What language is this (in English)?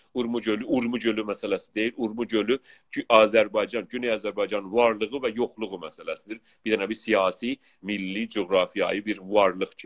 South Azerbaijani